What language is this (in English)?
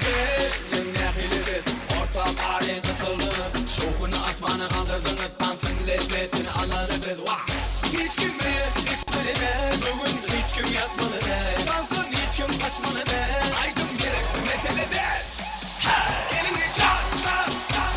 Turkmen